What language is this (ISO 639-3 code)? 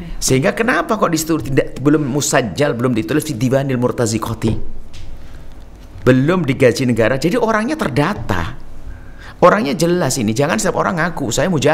ind